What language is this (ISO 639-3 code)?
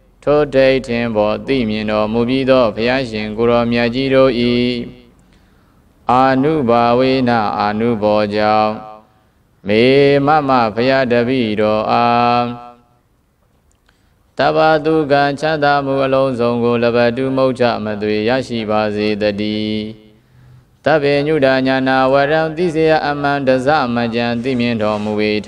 mya